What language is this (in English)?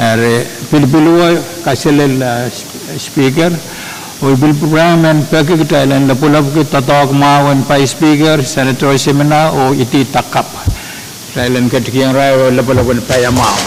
Pohnpeian